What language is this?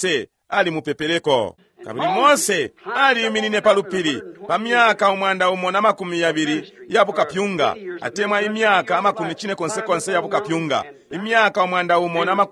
Bemba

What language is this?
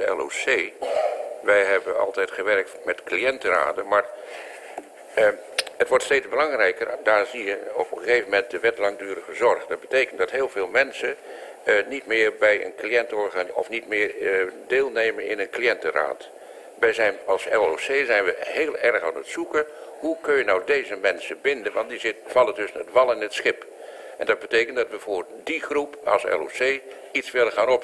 Dutch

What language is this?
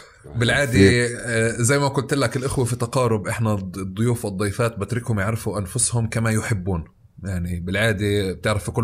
North Levantine Arabic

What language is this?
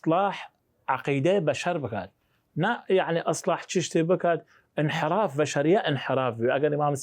Southern Kurdish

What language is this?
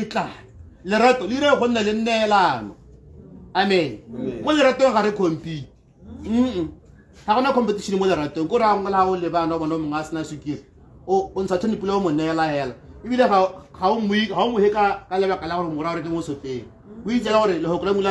Tswana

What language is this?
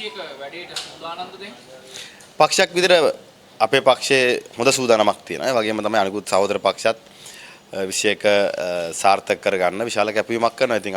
Sinhala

